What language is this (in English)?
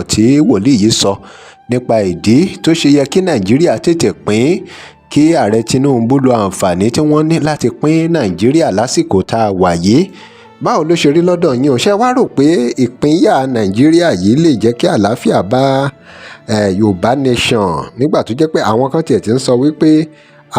Yoruba